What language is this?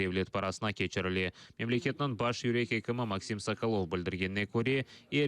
Crimean Tatar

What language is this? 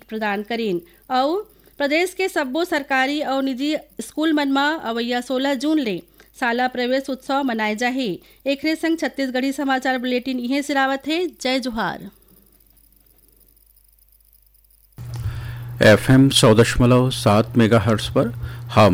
Chhattisgarhi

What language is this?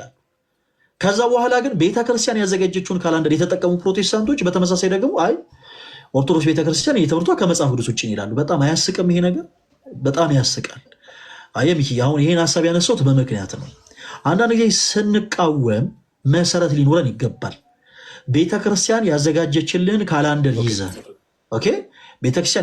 Amharic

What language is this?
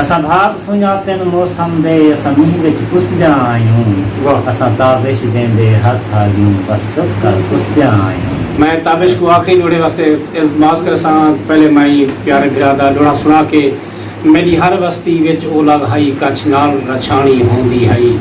Saraiki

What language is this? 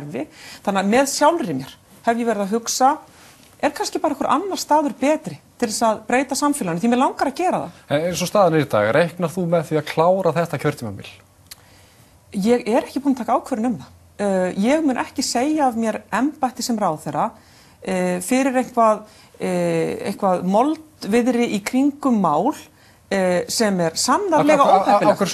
Icelandic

